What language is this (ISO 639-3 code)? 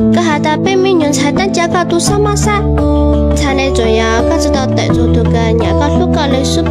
hmn